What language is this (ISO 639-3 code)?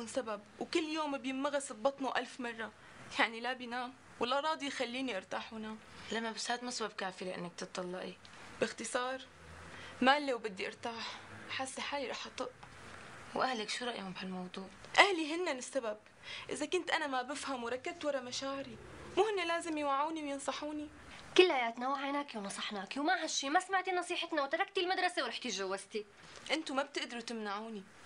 apc